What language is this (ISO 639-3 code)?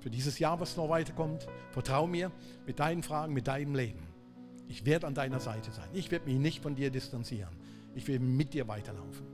gsw